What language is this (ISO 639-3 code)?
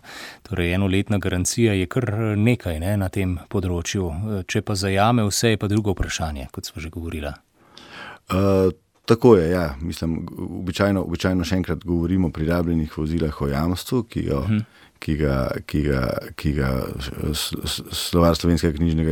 slv